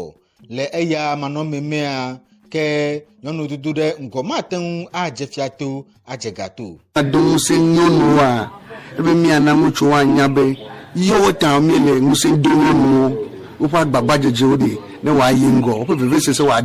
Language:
Ewe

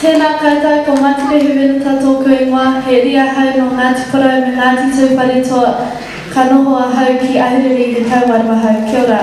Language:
Māori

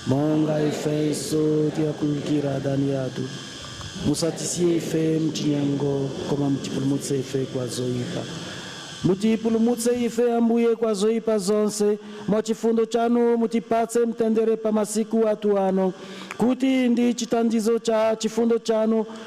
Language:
Nyanja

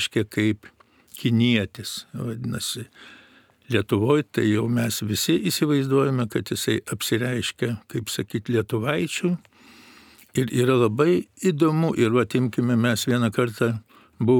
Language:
Lithuanian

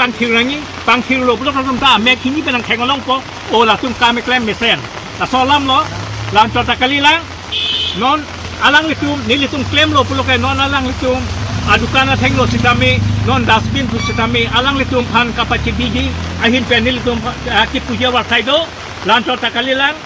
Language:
Karbi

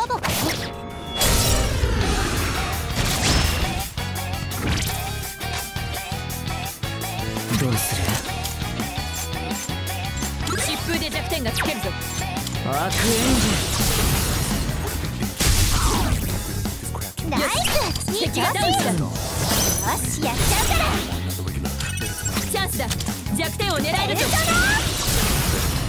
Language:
Japanese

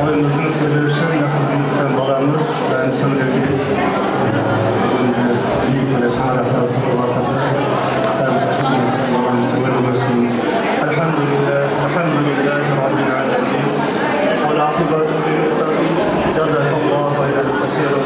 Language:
Kara-Kalpak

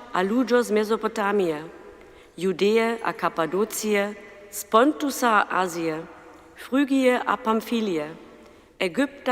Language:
Upper Sorbian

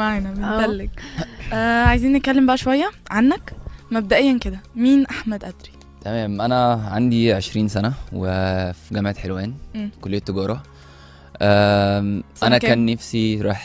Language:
Egyptian Arabic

